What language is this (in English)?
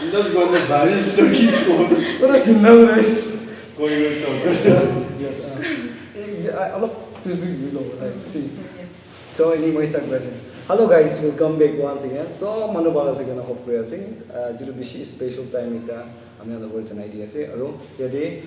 Naga Pidgin